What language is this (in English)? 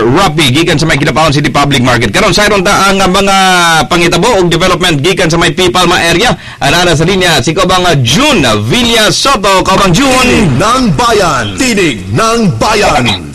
Cebuano